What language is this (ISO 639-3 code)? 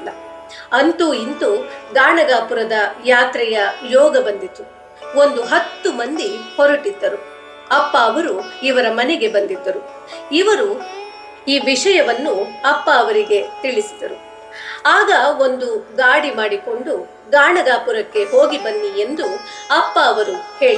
kan